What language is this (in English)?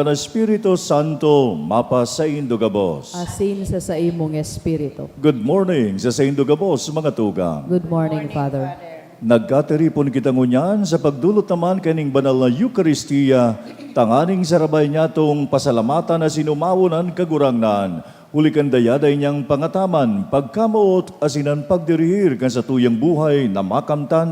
Bikol